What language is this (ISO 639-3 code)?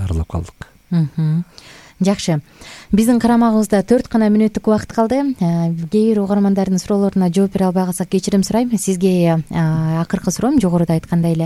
kir